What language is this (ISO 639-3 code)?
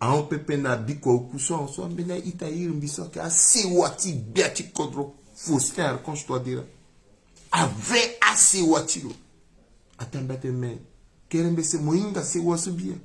sag